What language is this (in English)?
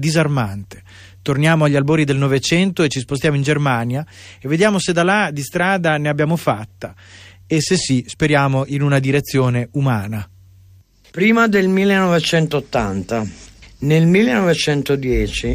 Italian